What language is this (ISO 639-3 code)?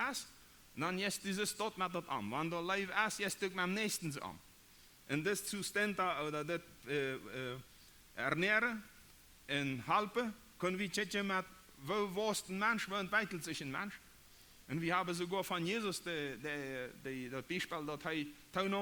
pdt